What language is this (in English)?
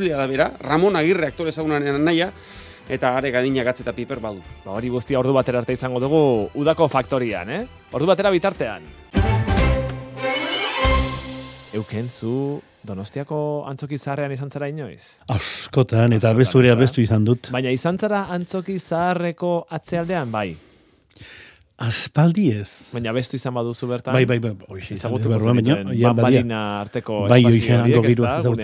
Basque